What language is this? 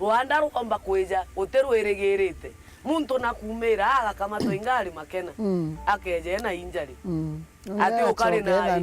Meru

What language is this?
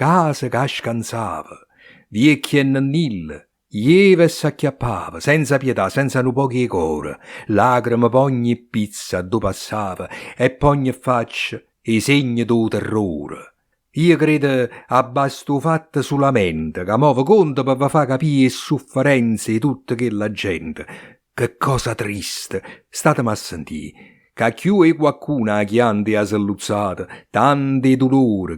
Neapolitan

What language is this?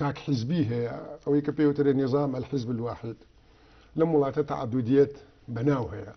Central Kurdish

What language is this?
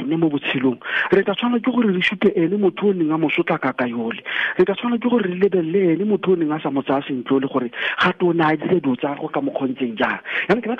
Tswana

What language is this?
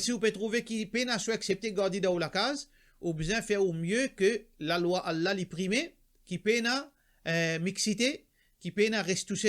Morisyen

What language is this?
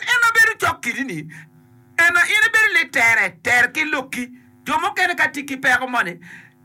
Acoli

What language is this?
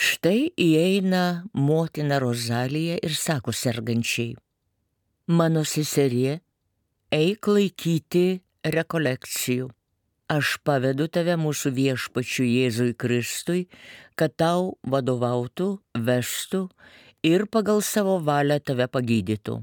Lithuanian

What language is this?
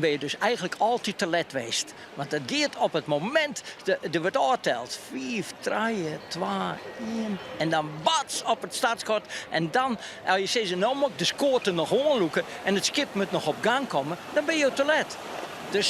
Western Frisian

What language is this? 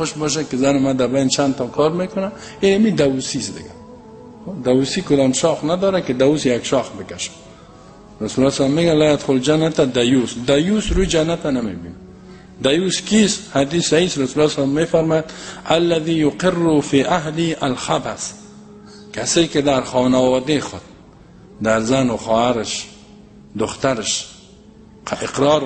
Persian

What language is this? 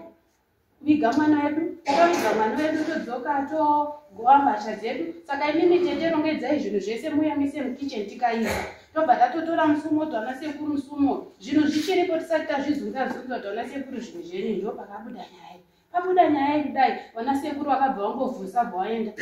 Shona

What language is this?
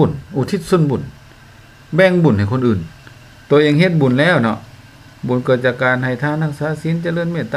Lao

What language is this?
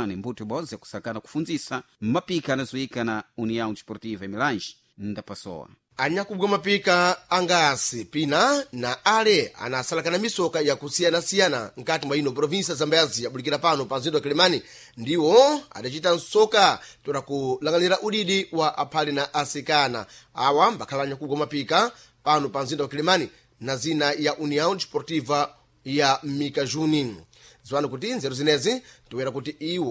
Sena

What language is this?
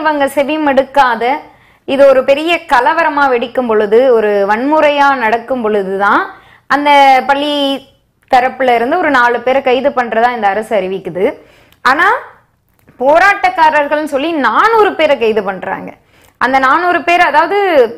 Tamil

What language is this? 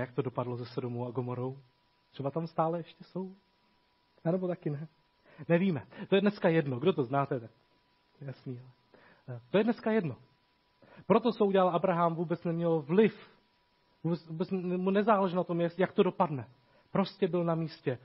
Czech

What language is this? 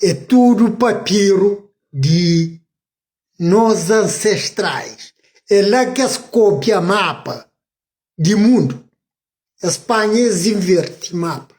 Kabuverdianu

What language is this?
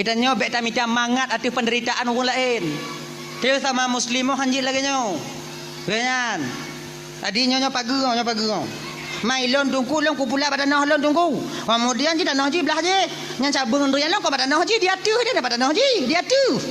Achinese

